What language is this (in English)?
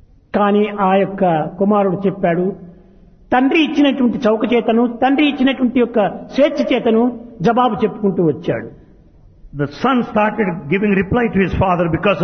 Telugu